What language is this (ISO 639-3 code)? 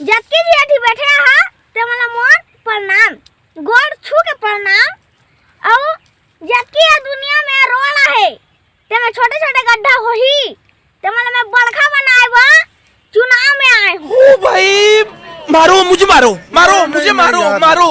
hne